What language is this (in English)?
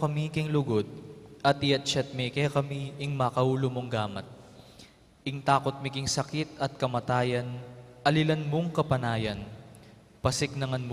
Pampanga